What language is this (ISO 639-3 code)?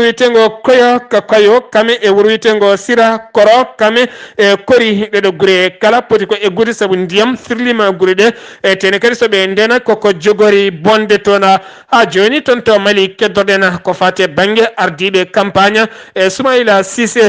ful